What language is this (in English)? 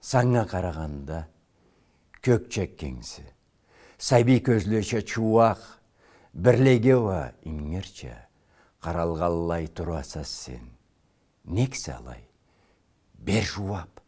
Karachay-Balkar